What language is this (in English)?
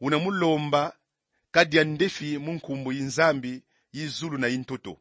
Kongo